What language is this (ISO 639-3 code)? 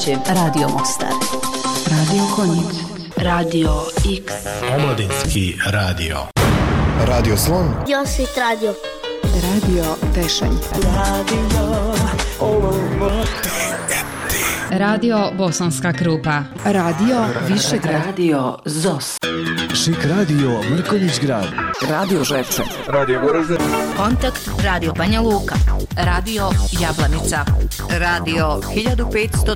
bos